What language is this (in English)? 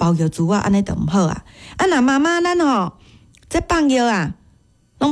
Min Nan Chinese